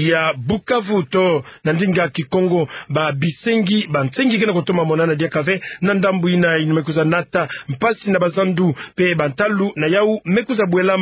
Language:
Kituba (Democratic Republic of Congo)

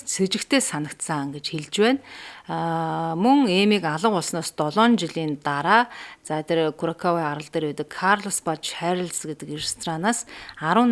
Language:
Mongolian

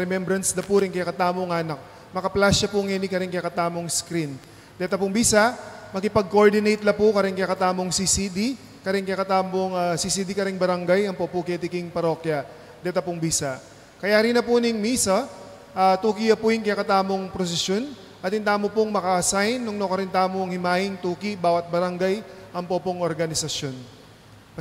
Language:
Pampanga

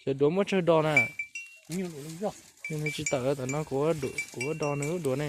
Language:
Hmong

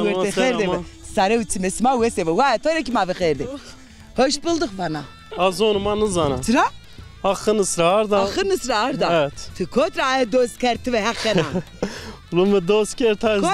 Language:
Zaza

